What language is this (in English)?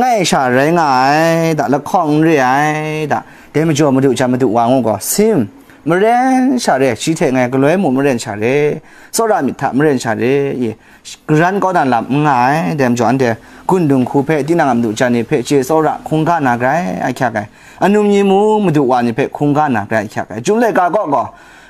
Kachin